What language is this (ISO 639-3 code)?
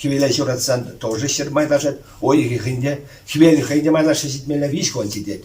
chv